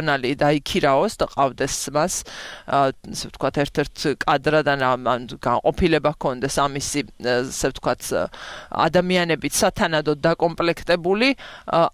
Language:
Georgian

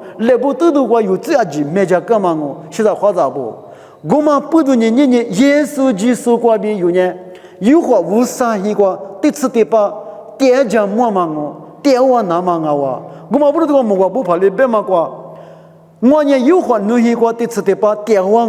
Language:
Lisu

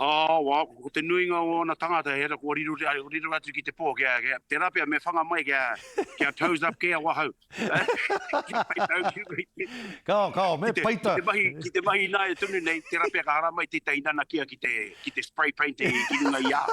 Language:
Māori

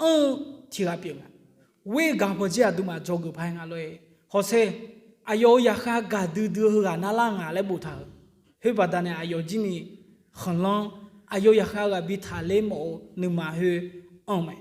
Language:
Akha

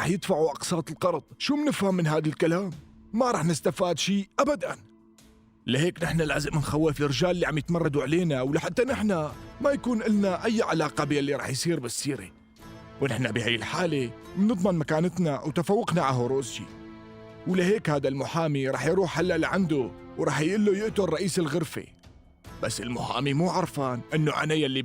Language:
North Levantine Arabic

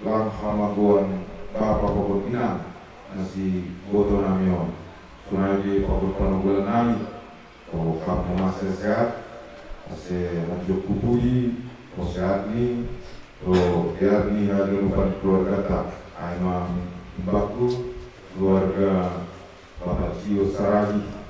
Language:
Batak Simalungun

